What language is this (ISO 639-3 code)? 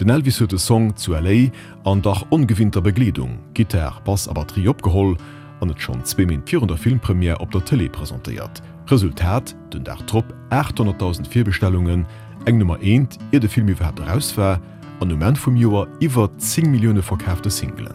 ltz